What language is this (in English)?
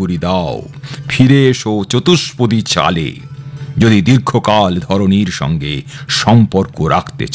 Bangla